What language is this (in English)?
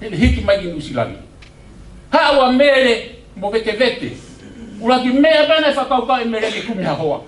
Tongan